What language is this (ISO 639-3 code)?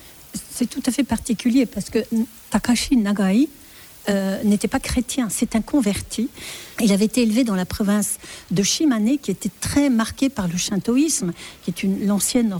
fra